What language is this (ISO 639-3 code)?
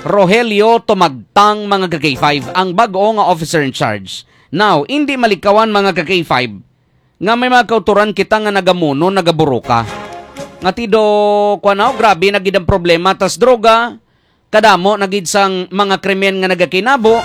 hil